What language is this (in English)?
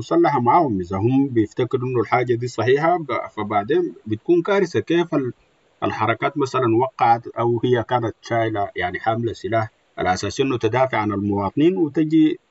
Sudanese Arabic